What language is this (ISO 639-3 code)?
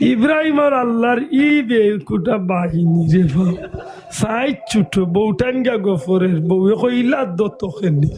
syl